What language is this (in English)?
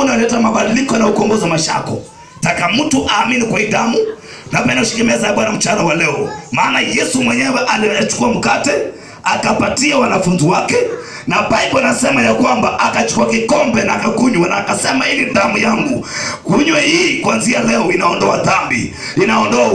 Swahili